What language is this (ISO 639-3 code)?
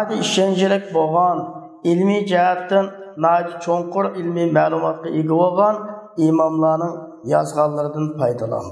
uig